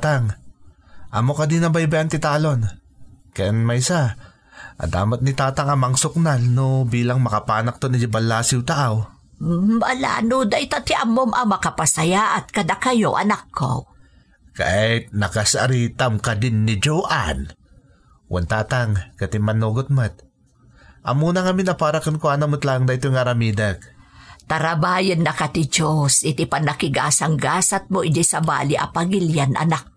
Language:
Iloko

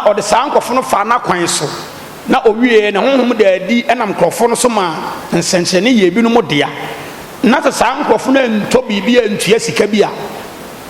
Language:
Akan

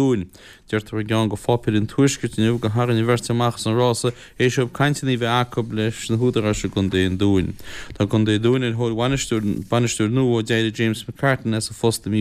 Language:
Irish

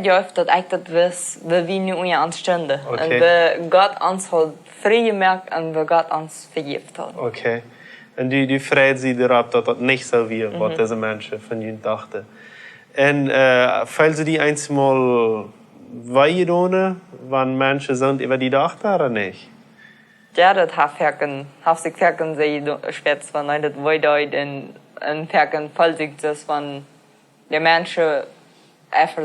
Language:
Plautdietsch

